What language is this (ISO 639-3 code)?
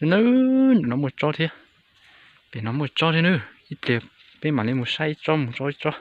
hmn